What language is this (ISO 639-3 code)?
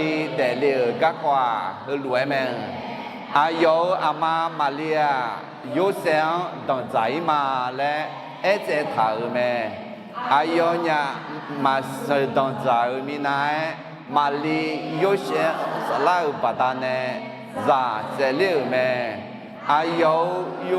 ahk